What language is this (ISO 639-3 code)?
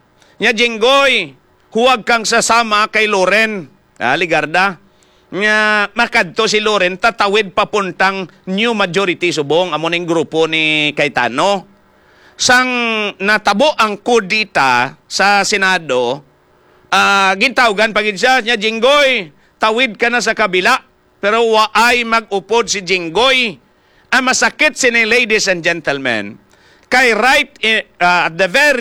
hil